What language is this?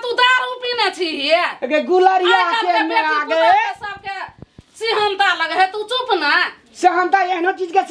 Maithili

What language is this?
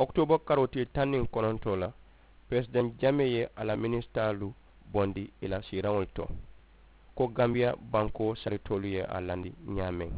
Mandingo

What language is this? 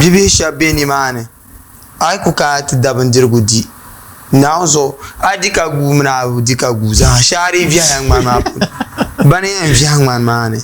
Dagbani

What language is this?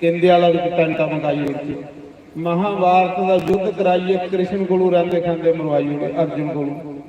Dogri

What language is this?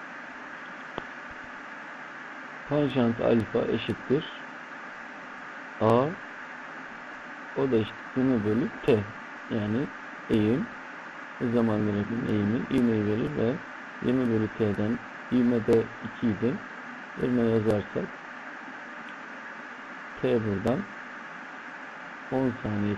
Turkish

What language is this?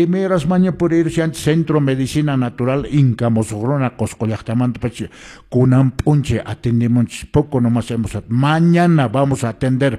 Quechua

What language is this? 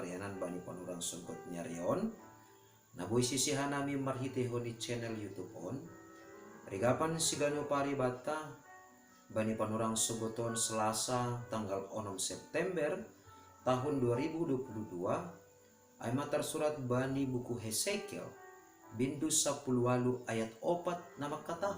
Batak Simalungun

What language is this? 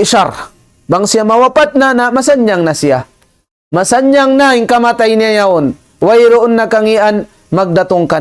Tausug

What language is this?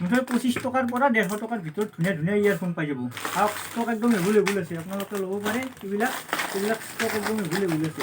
Assamese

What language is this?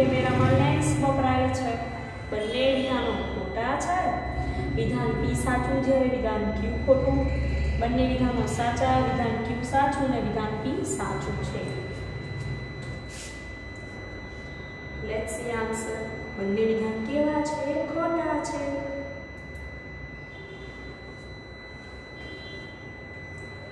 Gujarati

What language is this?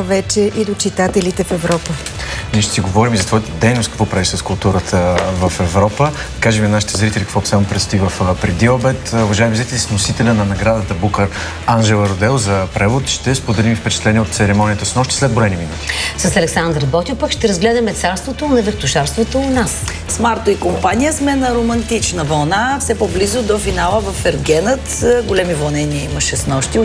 Bulgarian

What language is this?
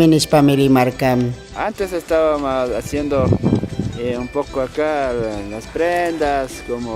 Chimborazo Highland Quichua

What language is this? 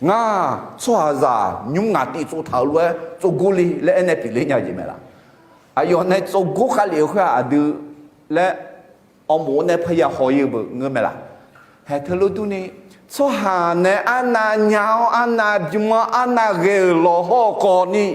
Akha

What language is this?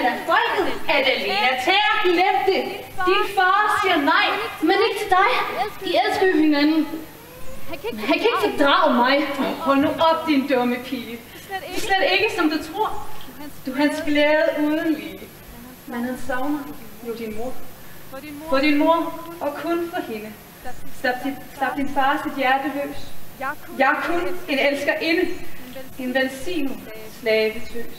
Danish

